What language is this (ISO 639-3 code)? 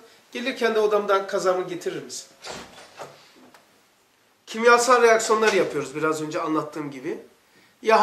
tur